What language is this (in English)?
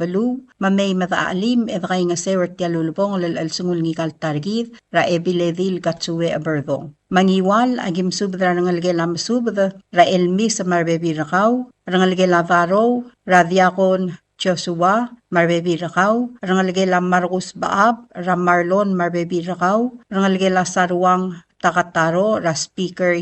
Palauan